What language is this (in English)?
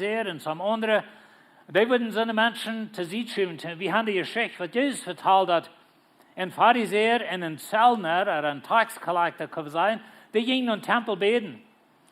Plautdietsch